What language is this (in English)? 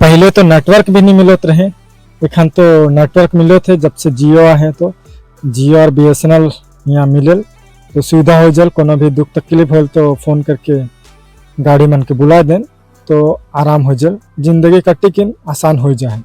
Sadri